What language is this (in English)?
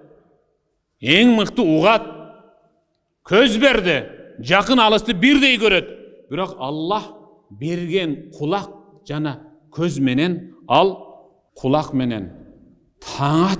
Kyrgyz